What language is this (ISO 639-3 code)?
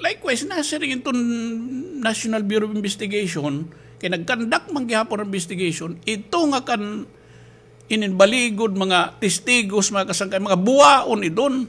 war